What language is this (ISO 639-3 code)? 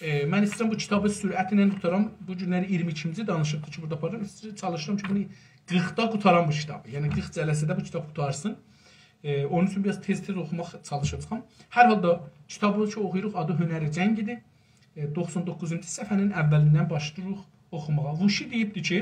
azb